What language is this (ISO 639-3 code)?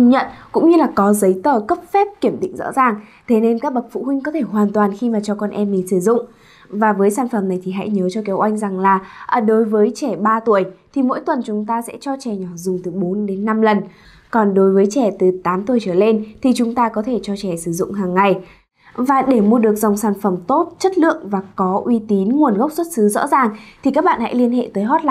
vie